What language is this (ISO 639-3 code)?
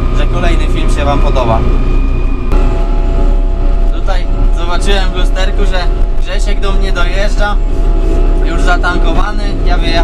pol